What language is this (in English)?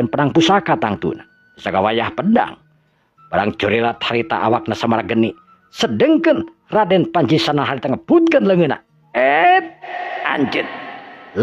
Sundanese